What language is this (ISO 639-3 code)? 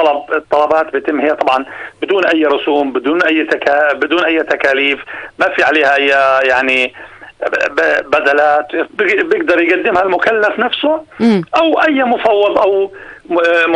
apc